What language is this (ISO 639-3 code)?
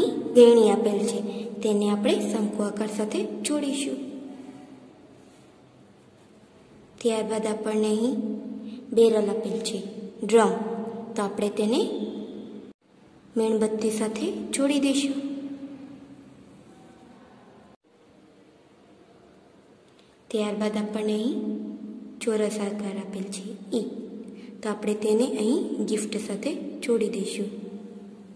guj